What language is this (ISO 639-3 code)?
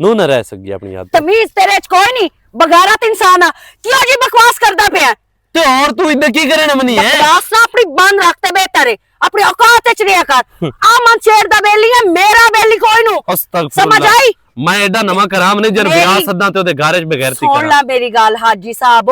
lah